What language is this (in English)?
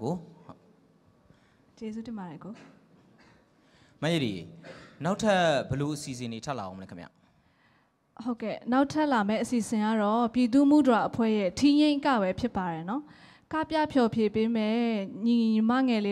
Burmese